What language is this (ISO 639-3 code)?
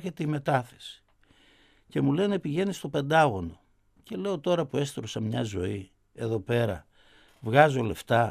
ell